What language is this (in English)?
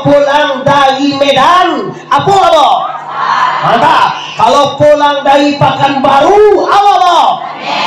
Minangkabau